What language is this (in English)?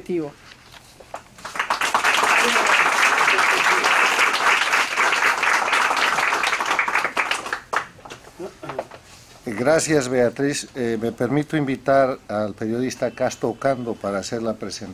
Spanish